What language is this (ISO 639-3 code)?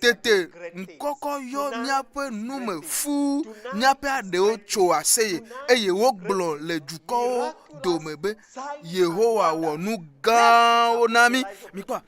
ewe